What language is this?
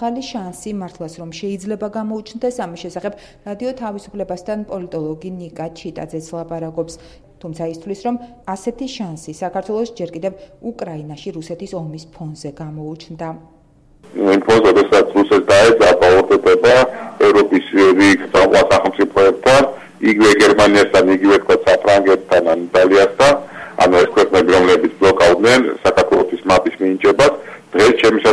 Georgian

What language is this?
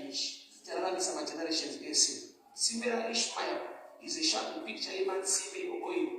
Shona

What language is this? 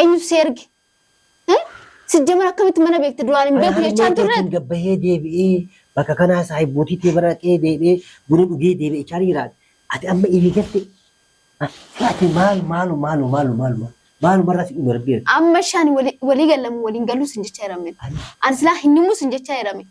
Oromo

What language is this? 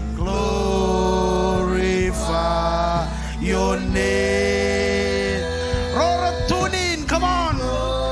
Marshallese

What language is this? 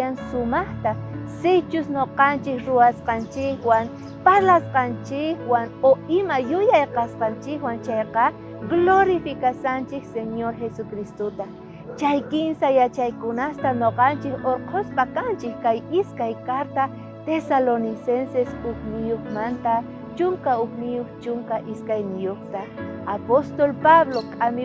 South Bolivian Quechua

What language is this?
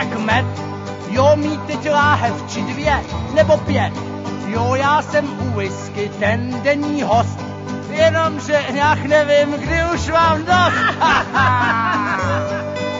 Czech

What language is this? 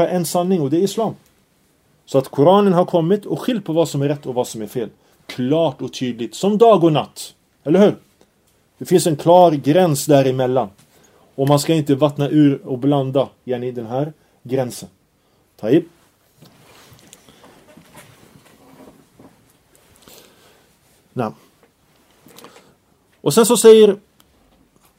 Swedish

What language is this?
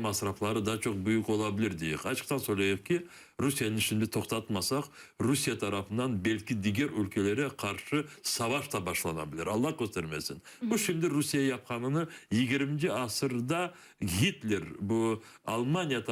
Crimean Tatar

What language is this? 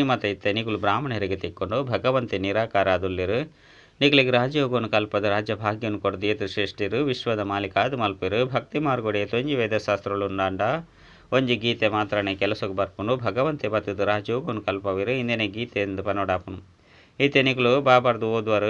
Tulu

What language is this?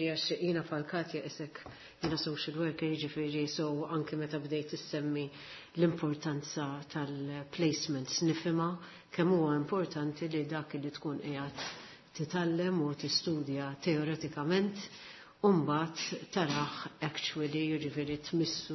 Maltese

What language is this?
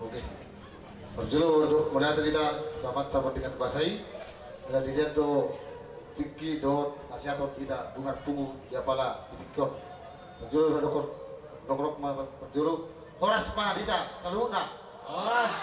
Batak Toba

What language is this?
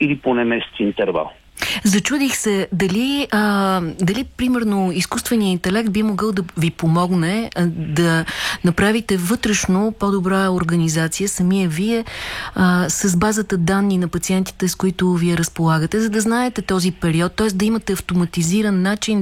Bulgarian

